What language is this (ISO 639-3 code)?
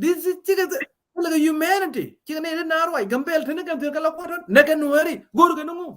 nus